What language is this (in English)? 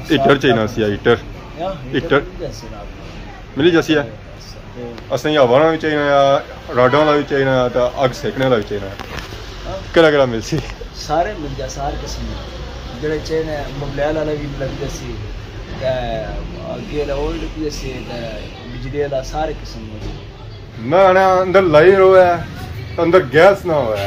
Pahari-Potwari